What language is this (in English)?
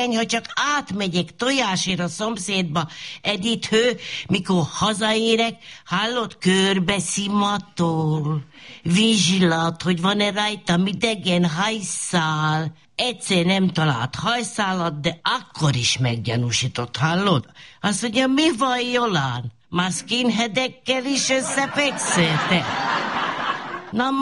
Hungarian